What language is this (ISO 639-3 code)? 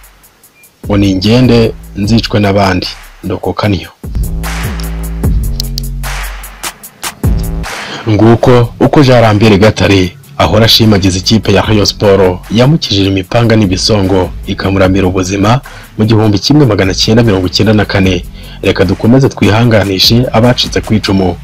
kin